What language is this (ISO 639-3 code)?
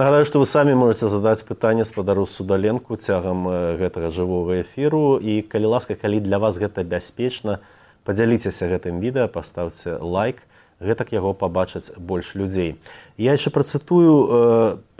bel